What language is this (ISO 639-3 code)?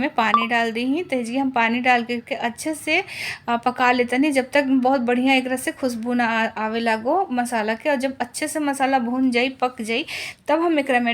bho